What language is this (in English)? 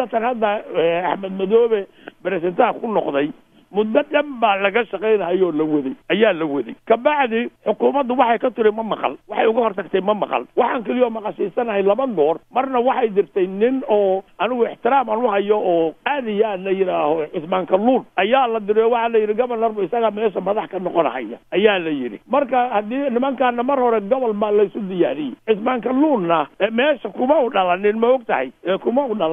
Somali